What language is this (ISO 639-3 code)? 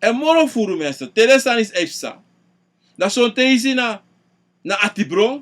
srn